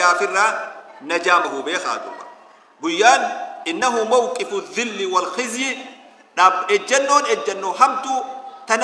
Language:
Oromo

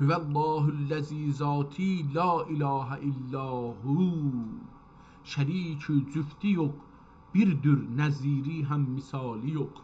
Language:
South Azerbaijani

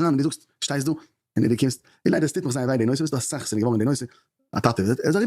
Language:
Yiddish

